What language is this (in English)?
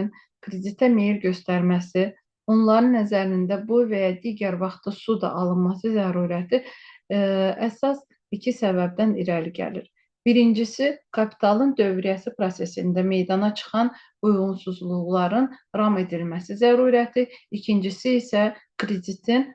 Azerbaijani